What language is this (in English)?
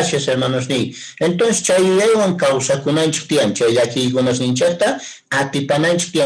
Quechua